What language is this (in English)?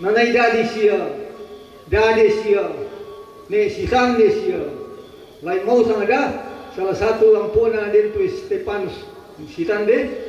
Toraja-Sa'dan